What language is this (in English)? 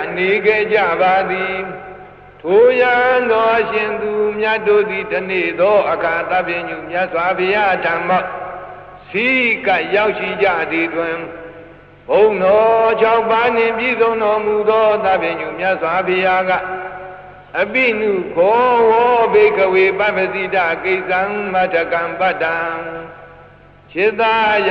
Burmese